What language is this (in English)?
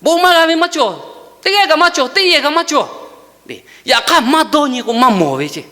Lahu